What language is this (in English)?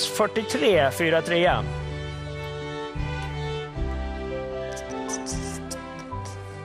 Swedish